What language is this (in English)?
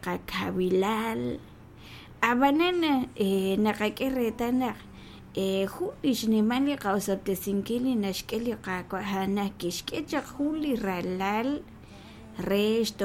Kekchí